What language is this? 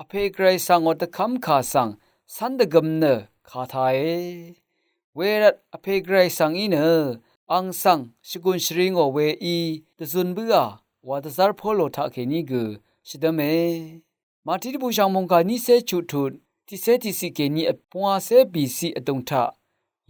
Rawang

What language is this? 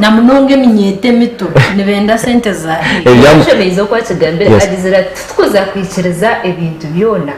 Nyankole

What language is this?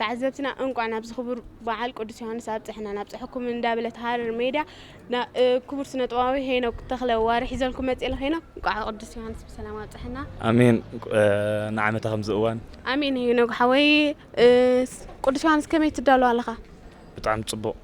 Tigrinya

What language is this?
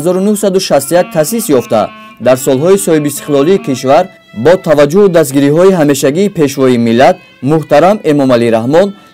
Tajik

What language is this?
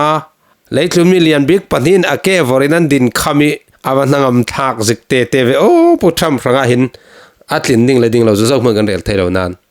Falam Chin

